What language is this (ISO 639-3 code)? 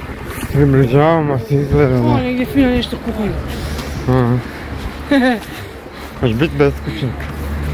hrv